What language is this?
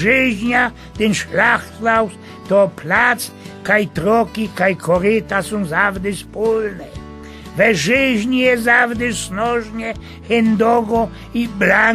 Silesian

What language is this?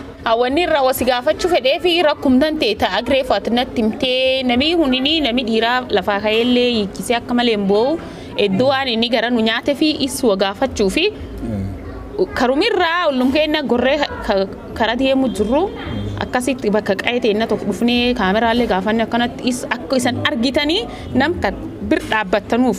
Oromo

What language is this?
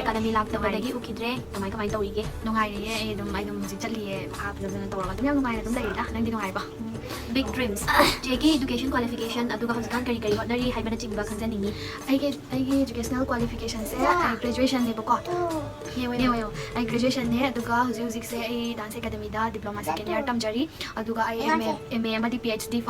Manipuri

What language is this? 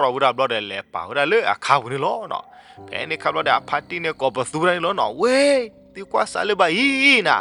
S'gaw Karen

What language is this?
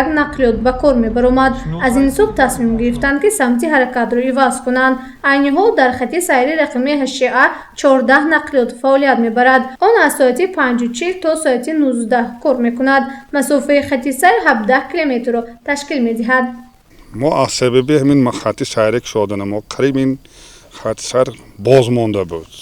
Tajik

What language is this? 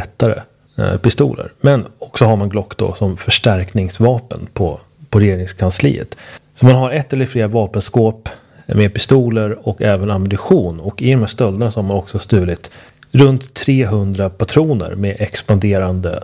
Swedish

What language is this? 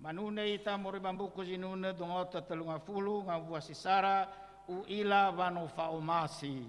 Nias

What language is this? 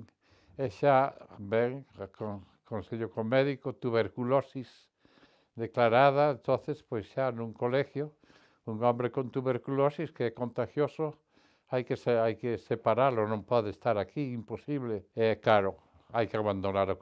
Galician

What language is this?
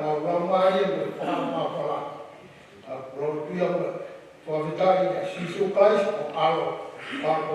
Tongan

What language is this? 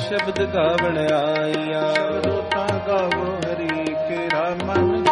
Punjabi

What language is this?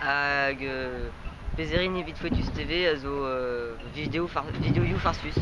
Breton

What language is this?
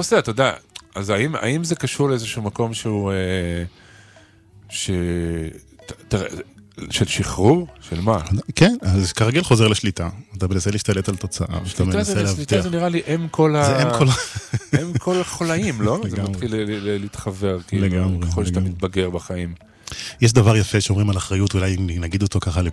Hebrew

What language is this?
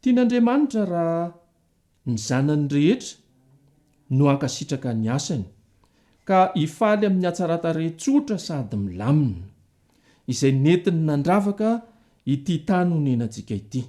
Malagasy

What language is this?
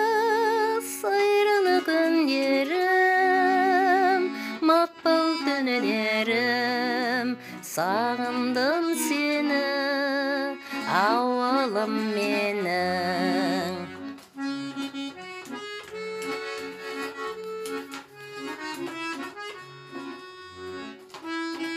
Kazakh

